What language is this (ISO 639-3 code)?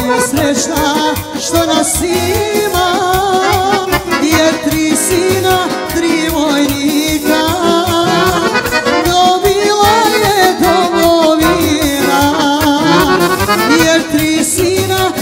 srp